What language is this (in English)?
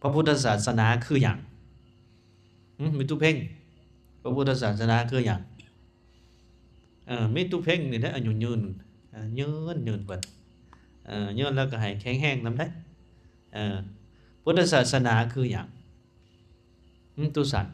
Lao